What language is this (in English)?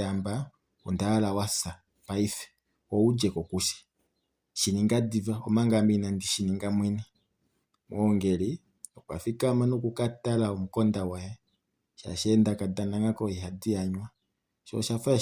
Kuanyama